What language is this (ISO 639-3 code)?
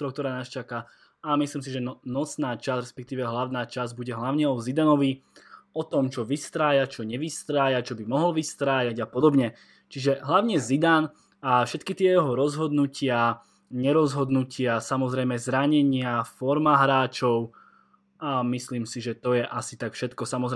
slk